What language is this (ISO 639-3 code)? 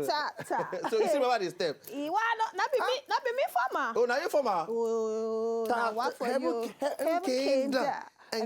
pcm